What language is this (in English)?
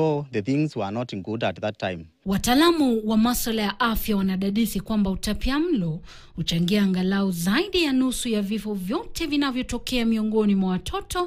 Swahili